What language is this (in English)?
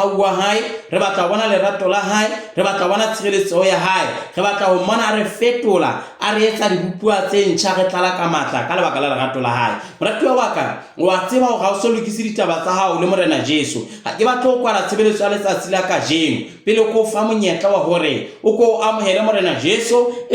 Southern Sotho